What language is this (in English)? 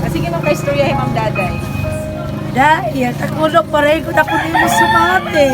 Waray